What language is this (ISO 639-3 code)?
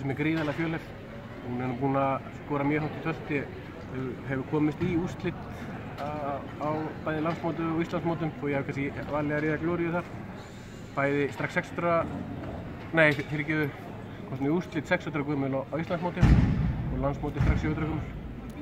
isl